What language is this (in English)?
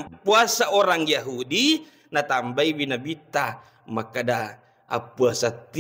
Buginese